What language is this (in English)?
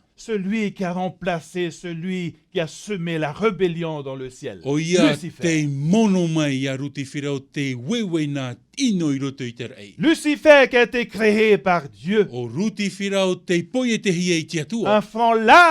Tahitian